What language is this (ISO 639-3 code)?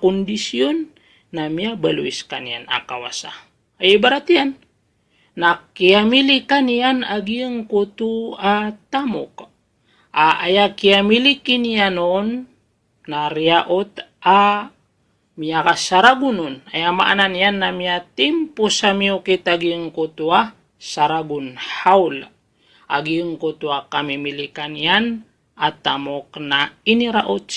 mrw